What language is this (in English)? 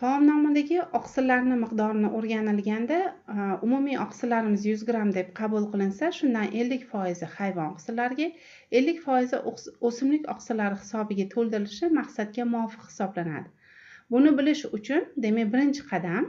Uzbek